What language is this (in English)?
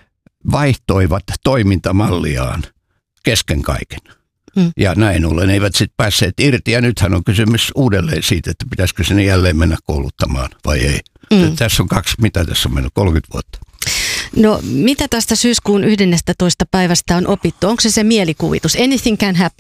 Finnish